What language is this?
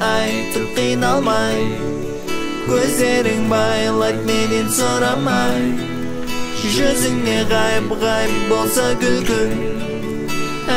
Kazakh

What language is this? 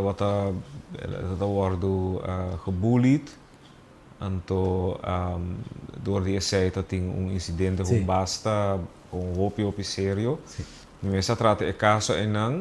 Papiamento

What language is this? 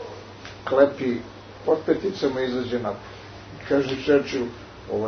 Serbian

